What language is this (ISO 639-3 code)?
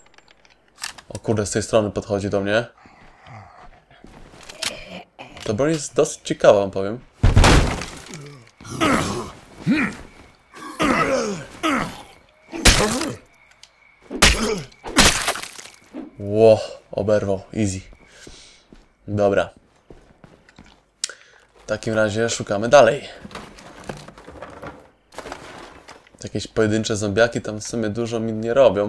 pol